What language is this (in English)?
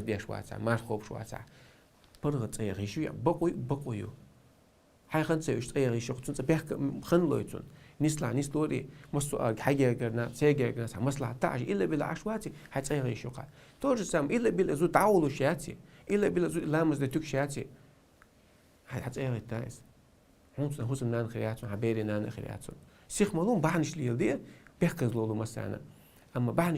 Chechen